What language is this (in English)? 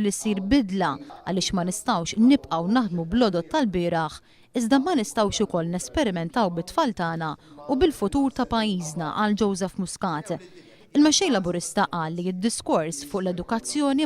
Maltese